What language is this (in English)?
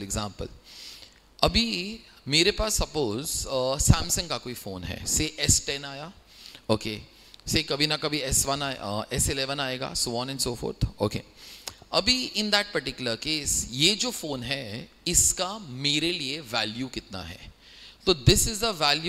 Hindi